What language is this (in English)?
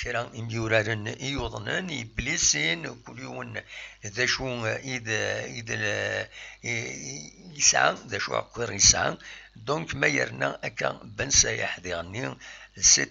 Kabyle